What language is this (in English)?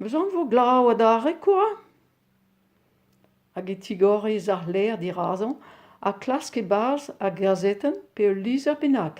Breton